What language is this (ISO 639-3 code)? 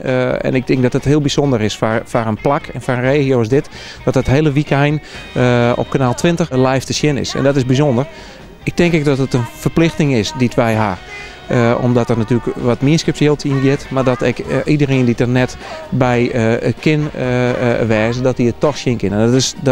fry